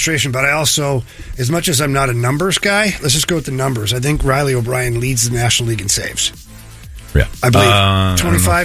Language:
English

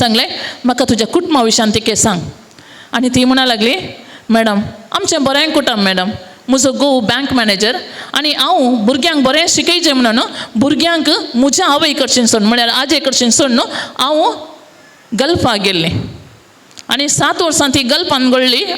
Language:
Konkani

